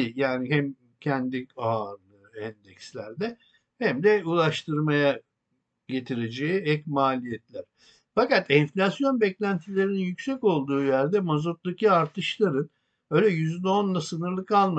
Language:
Turkish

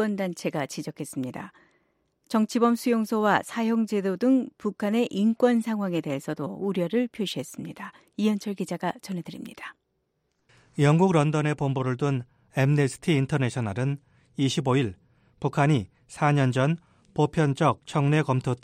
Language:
Korean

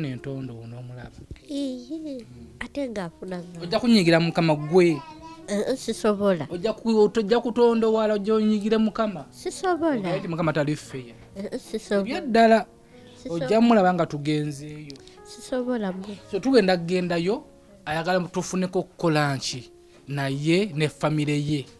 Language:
Ganda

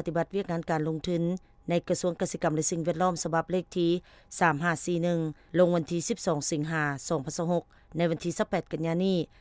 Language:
Lao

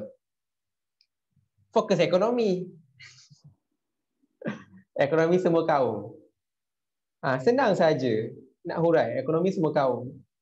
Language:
Malay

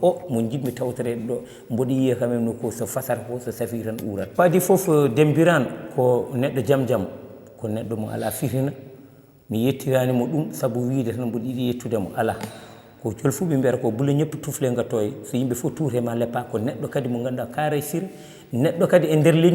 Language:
Fula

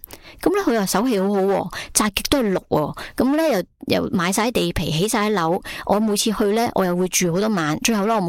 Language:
Cantonese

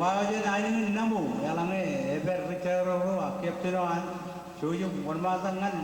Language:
Marshallese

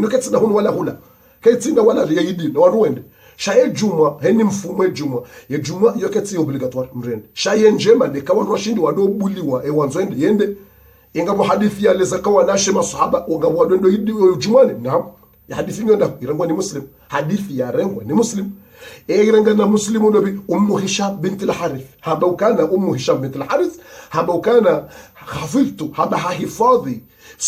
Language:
Ngazidja Comorian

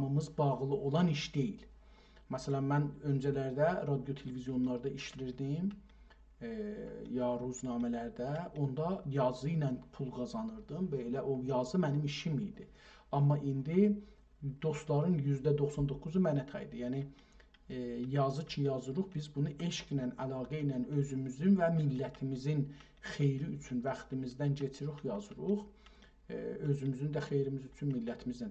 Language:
South Azerbaijani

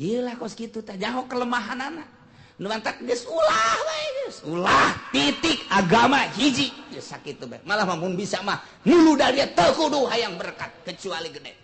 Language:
Sundanese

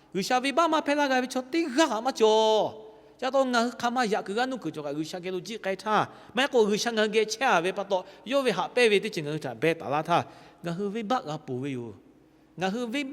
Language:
Lahu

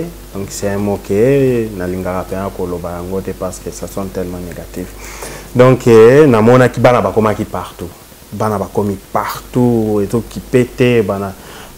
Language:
Lingala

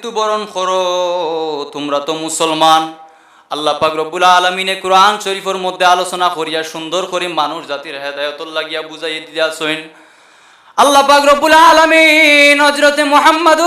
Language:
Sylheti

